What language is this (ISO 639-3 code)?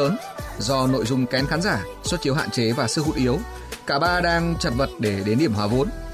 vie